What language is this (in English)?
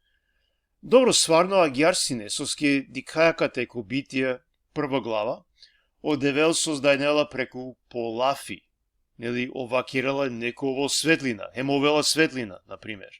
Balkan Romani